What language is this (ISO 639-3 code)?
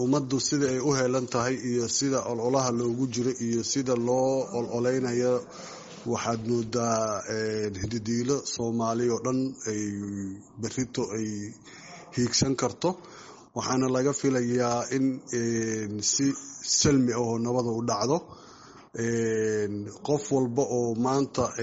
som